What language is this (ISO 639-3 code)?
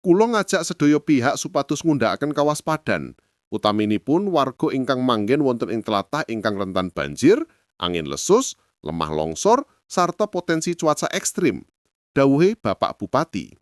jav